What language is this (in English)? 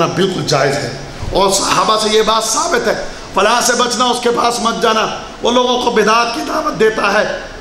Urdu